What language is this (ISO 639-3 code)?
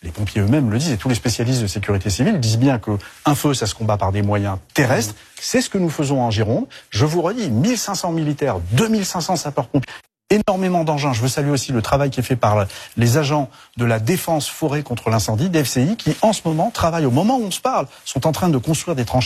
fra